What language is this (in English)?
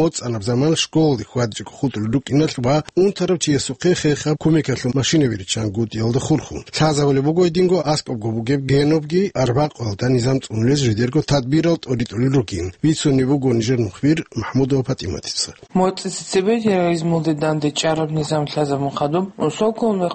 Avaric